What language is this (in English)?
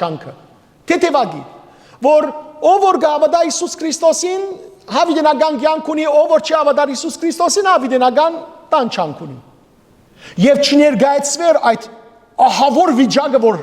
Western Armenian